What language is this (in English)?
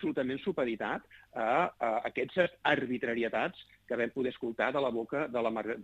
Catalan